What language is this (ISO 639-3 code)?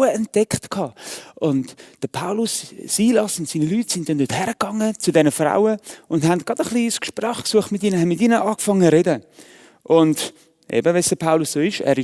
gsw